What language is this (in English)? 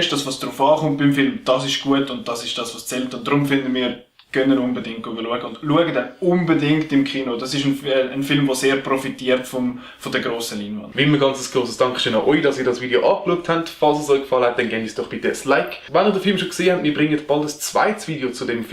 Swiss German